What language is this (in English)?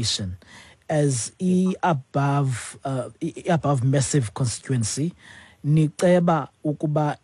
Xhosa